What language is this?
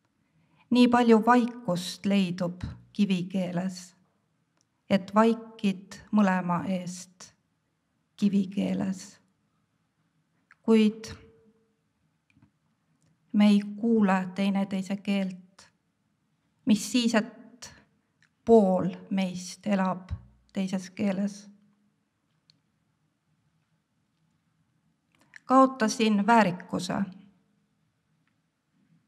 Estonian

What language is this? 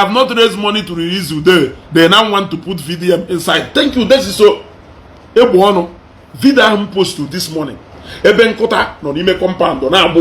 Igbo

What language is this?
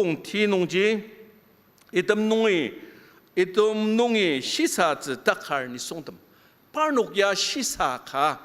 Ao Naga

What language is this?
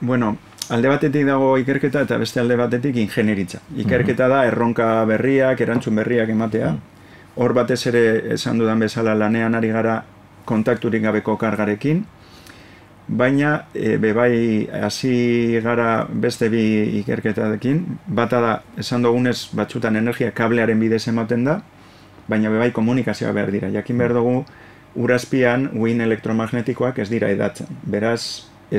Basque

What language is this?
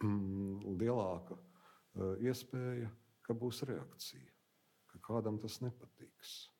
Latvian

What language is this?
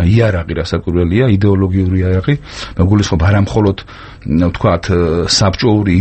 Georgian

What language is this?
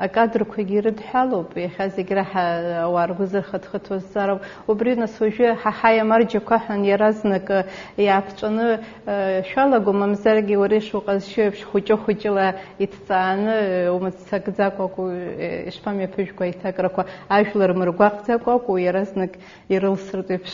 Abkhazian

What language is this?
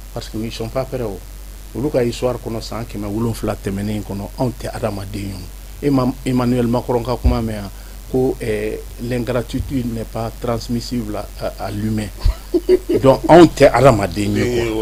Bambara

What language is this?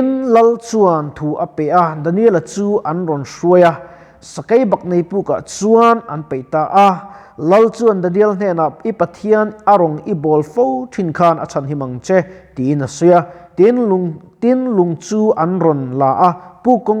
Mizo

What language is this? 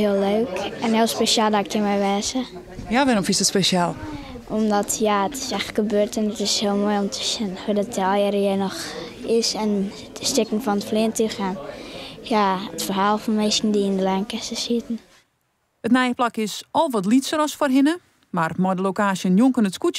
Western Frisian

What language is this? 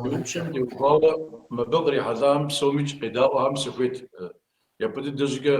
Kabardian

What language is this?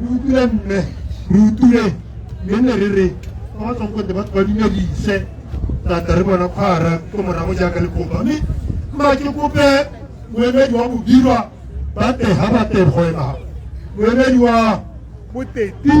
Tswana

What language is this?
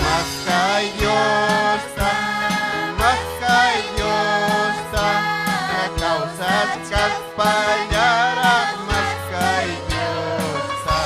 Ayacucho Quechua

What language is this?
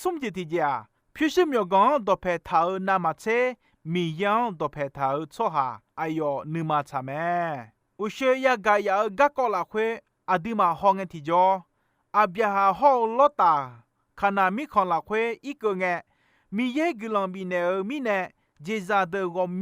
Akha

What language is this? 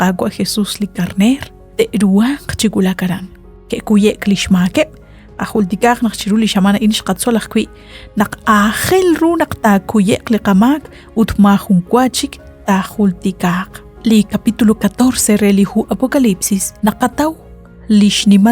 Kekchí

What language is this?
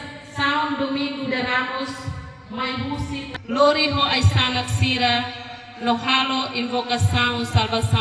Tetum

